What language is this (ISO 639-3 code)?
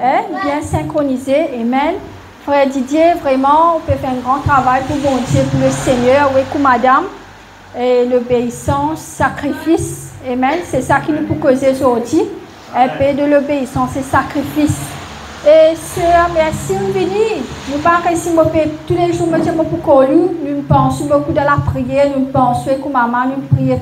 mfe